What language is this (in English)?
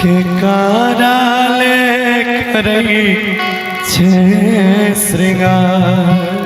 Maithili